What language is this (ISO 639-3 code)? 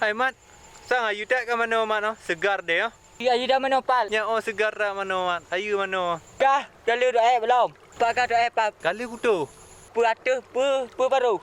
ace